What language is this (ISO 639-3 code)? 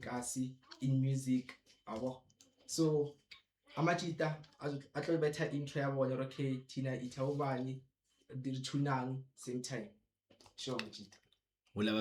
zul